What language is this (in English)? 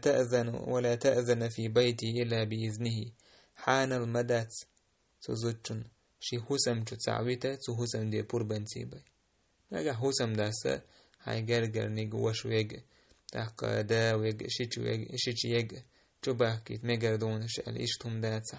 Chechen